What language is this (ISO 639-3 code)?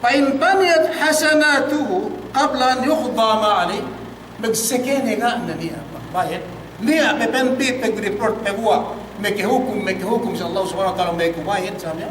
yka